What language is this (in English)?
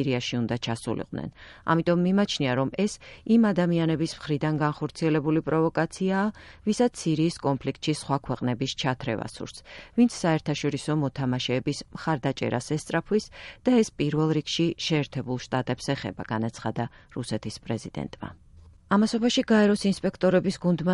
Georgian